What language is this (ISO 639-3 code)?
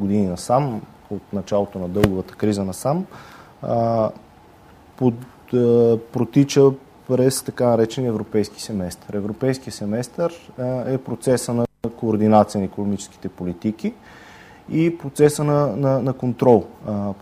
bul